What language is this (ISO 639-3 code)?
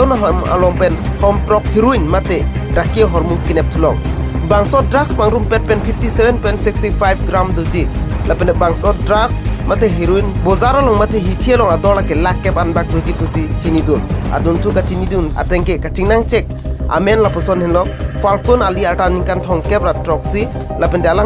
mjw